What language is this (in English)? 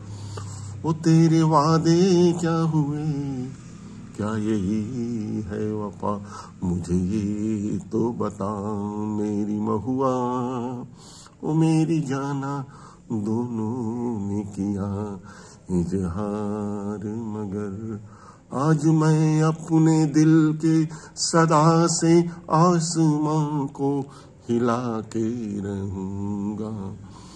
Hindi